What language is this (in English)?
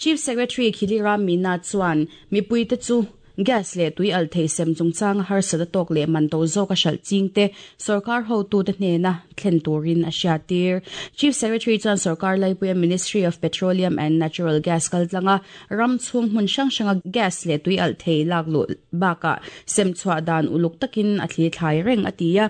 Mizo